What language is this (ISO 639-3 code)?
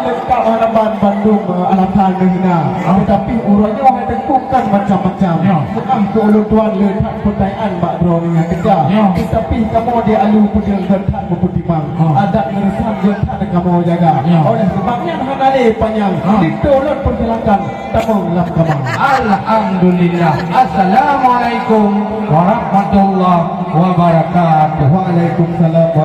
ace